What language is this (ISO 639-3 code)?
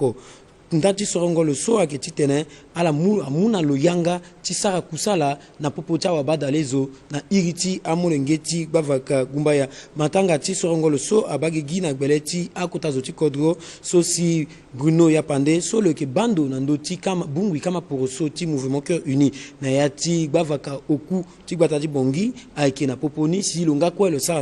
sag